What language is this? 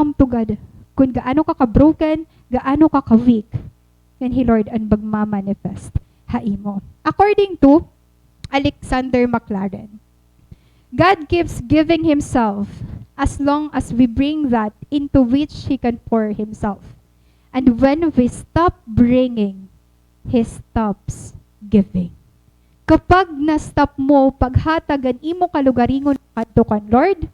Waray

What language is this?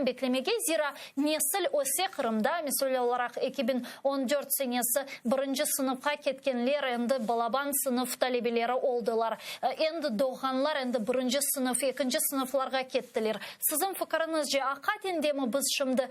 Crimean Tatar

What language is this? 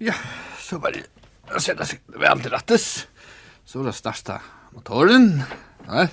Faroese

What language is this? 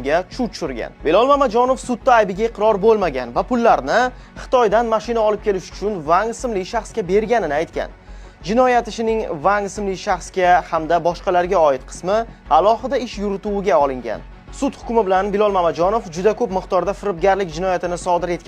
Uzbek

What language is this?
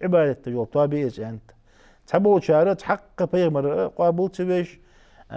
Ingush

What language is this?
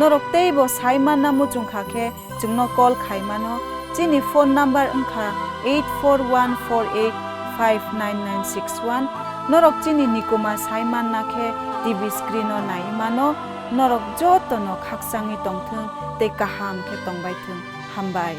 Kok Borok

